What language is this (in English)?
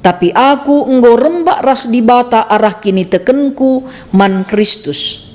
Batak Karo